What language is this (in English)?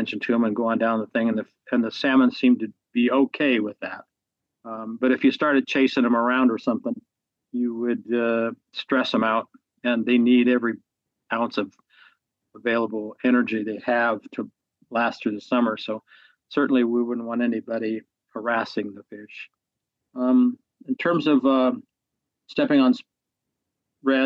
English